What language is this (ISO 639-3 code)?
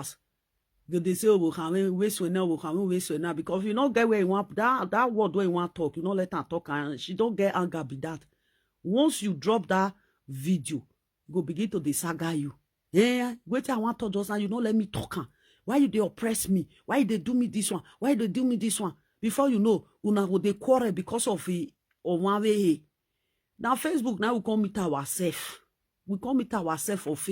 pcm